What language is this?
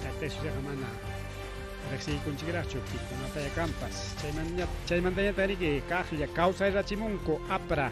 Ayacucho Quechua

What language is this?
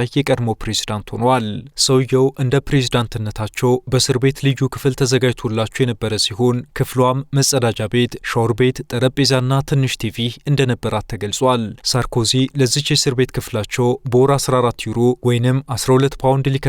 Amharic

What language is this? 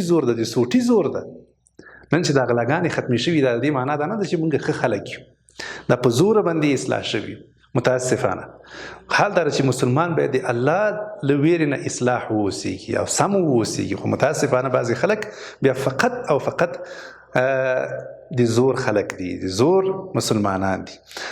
Pashto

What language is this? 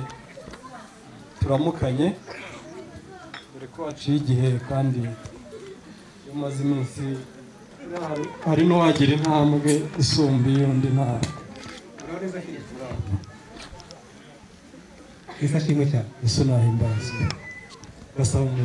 Kinyarwanda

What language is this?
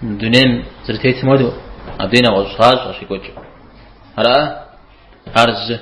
Kabardian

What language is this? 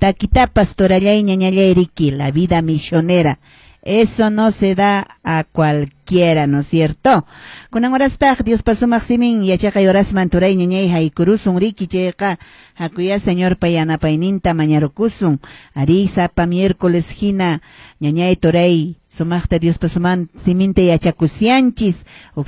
Quechua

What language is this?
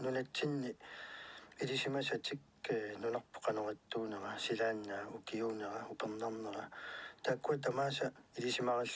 Kalaallisut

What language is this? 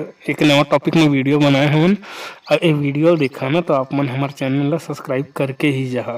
Chhattisgarhi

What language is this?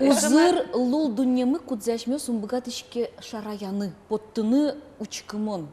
Udmurt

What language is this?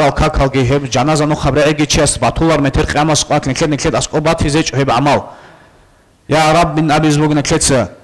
Avaric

